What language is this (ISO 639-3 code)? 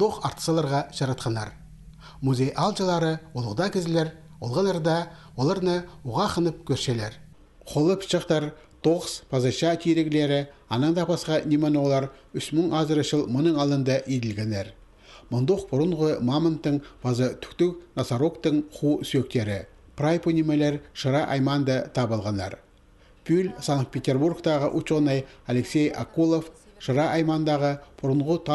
kjh